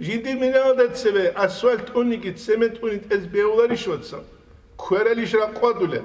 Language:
Avaric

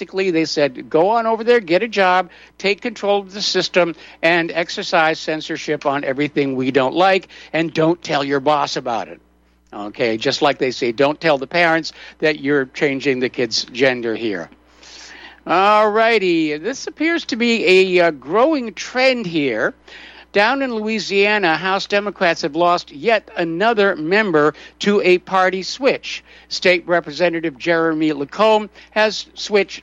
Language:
English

